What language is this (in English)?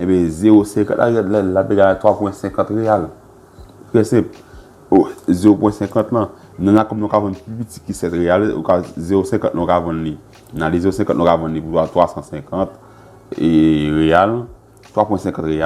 Haitian Creole